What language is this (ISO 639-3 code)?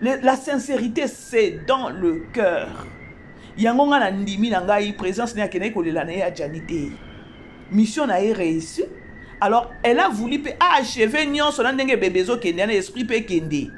lin